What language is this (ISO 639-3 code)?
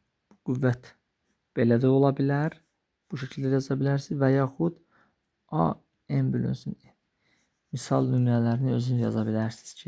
aze